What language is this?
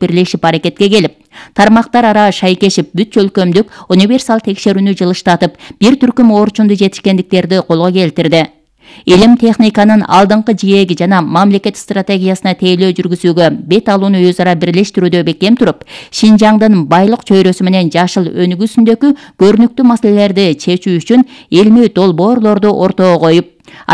Kyrgyz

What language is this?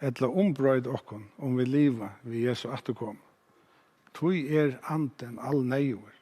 Faroese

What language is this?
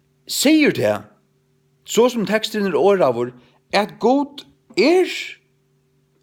Faroese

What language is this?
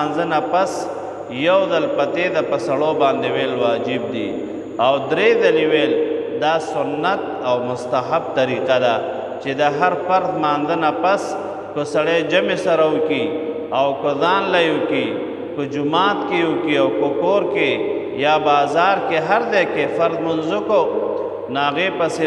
Pashto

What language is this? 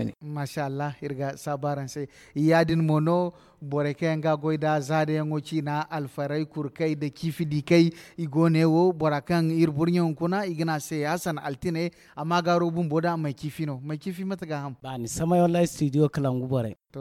Zarma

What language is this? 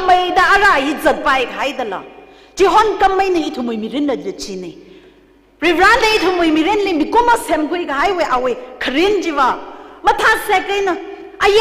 Tangkhul Naga (India)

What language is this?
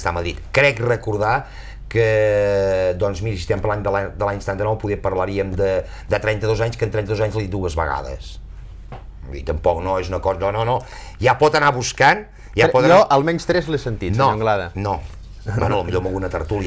Catalan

